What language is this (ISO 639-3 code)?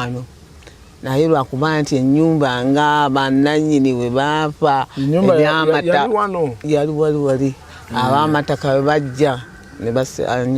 lug